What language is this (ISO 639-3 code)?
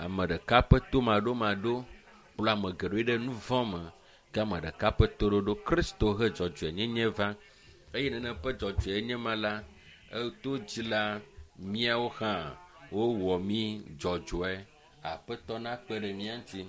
ewe